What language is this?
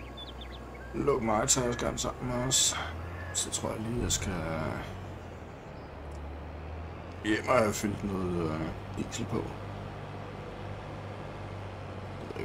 Danish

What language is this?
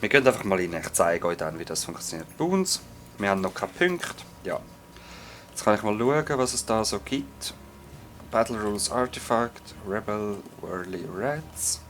Swiss German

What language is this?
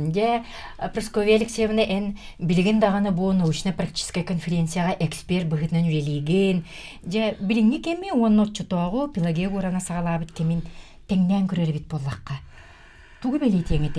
Yakut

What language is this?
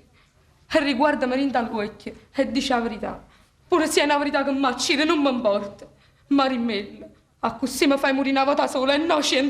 Neapolitan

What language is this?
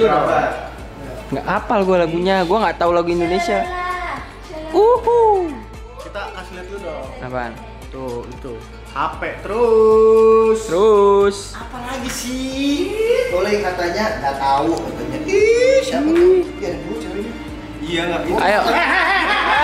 Indonesian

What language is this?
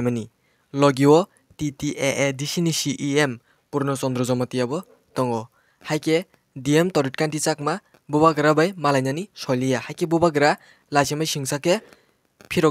Kok Borok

